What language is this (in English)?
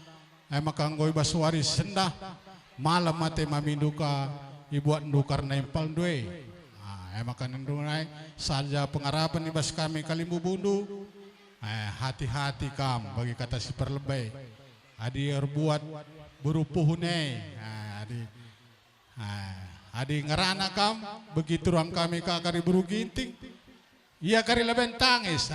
Batak Karo